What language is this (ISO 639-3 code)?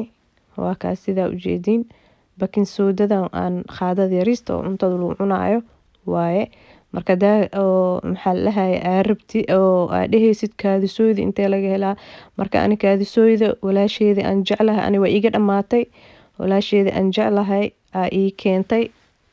som